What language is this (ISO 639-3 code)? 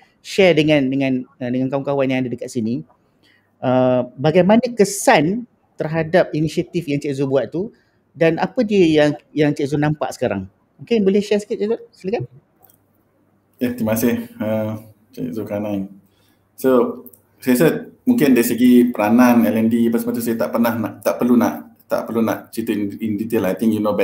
msa